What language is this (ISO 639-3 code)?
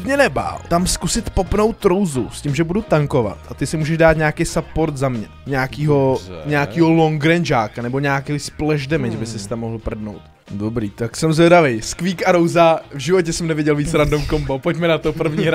ces